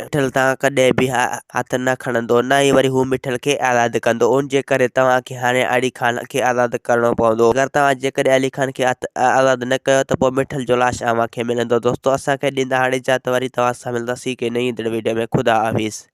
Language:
Sindhi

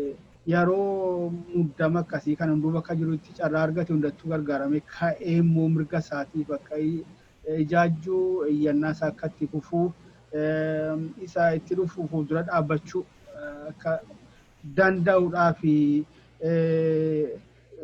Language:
Oromo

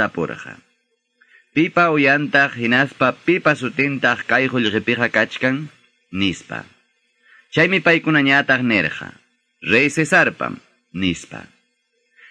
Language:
Quechua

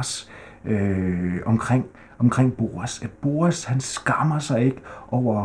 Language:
Danish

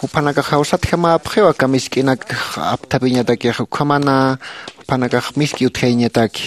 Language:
Aymara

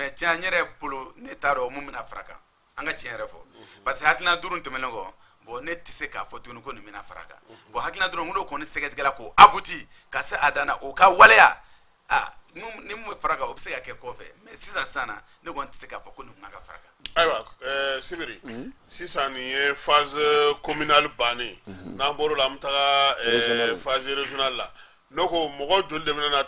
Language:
Bambara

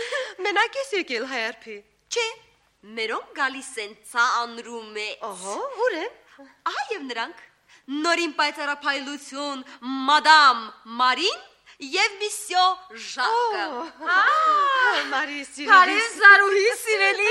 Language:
Armenian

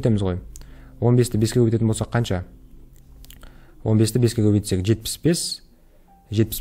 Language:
Kazakh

